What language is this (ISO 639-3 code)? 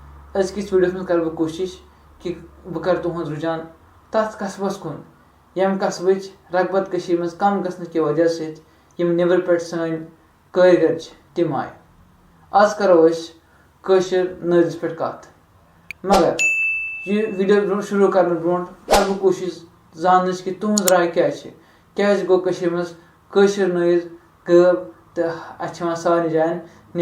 kas